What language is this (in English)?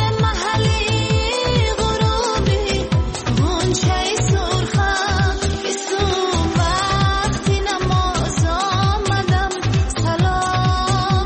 Persian